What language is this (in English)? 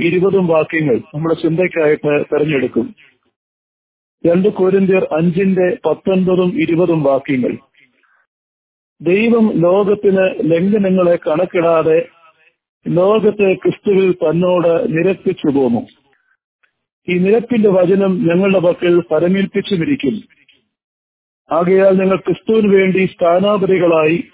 Malayalam